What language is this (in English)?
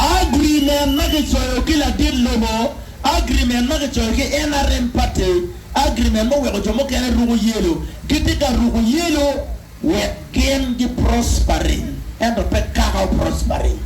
Acoli